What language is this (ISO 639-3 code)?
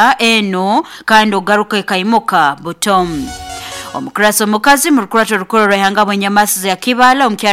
nyo